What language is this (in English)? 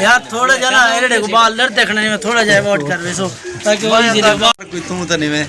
Saraiki